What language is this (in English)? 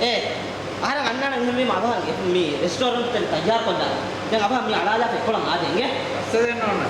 Divehi